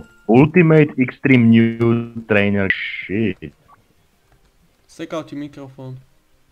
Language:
Slovak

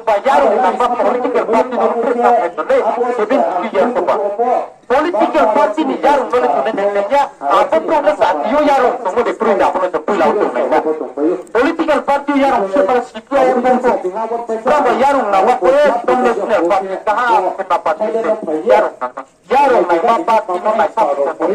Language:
Riang (India)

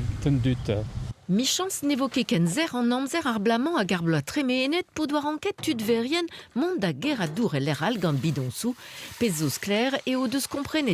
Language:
Breton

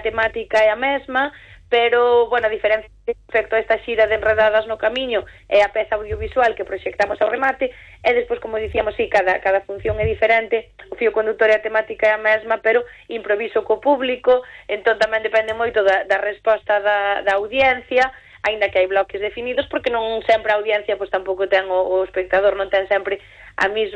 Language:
Galician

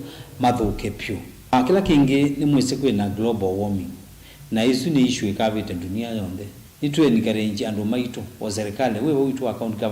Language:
Kamba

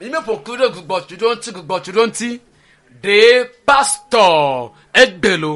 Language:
Ewe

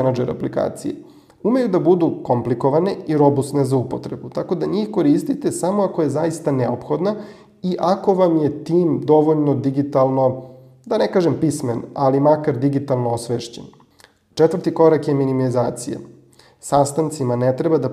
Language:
Serbian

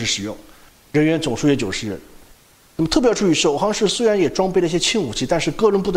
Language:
Chinese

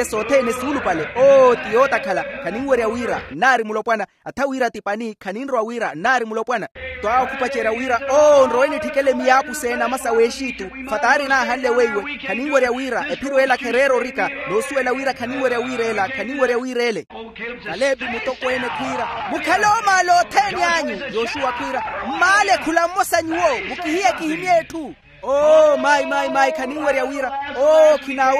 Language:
Makhuwa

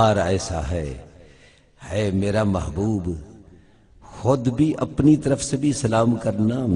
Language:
Saraiki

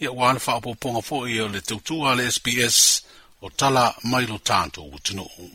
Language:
Samoan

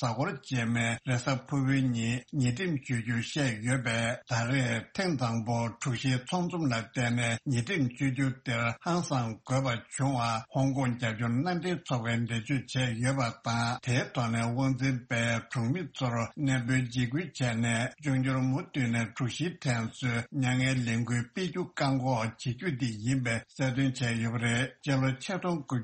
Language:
Tibetan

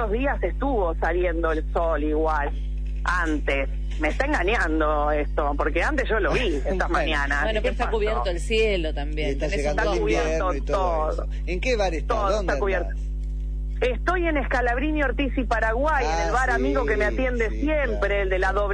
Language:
Spanish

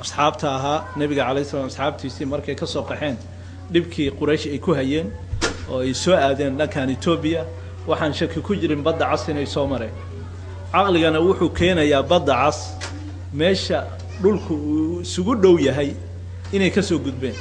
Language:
Somali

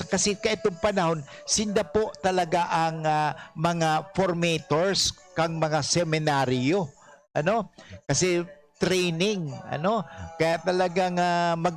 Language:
Bikol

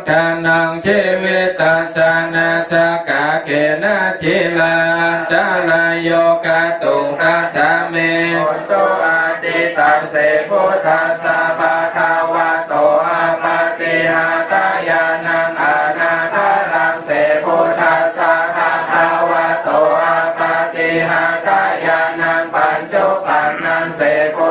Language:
Pali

